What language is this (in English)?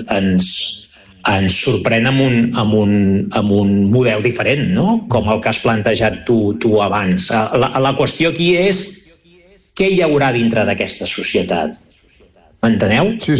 Catalan